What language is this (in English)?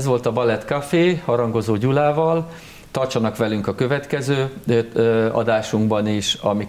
Hungarian